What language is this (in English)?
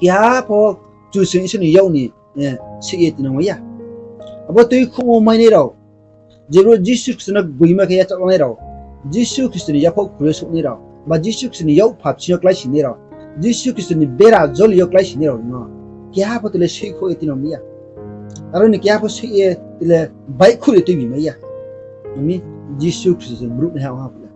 Riang (India)